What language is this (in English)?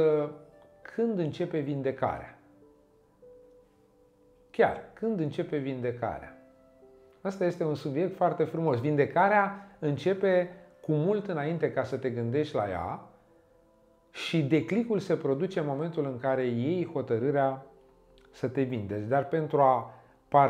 Romanian